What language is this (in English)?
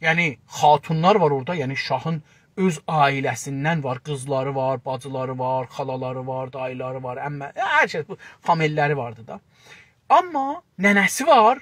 South Azerbaijani